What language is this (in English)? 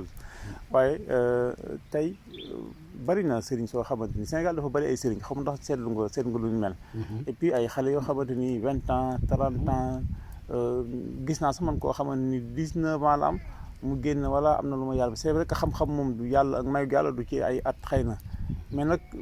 Wolof